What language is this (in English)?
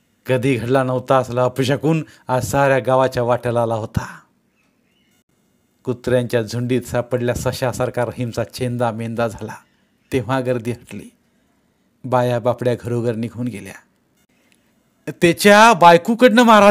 Marathi